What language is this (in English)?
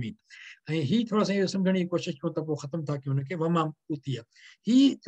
Sindhi